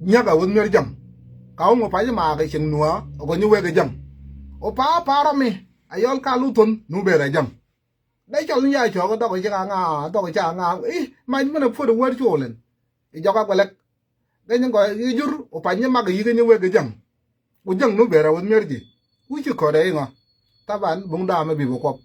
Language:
Nuer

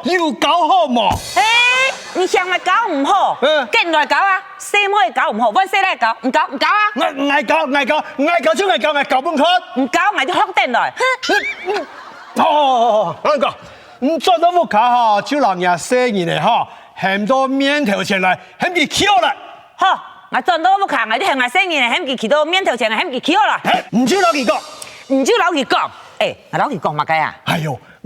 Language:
Hakka Chinese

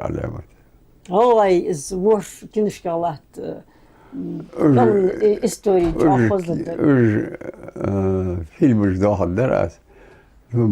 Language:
Ingush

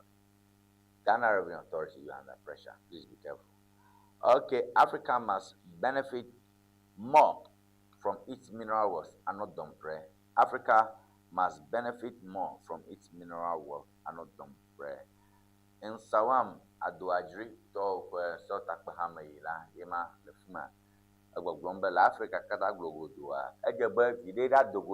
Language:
Ewe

